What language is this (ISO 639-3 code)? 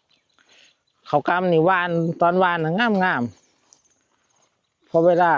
tts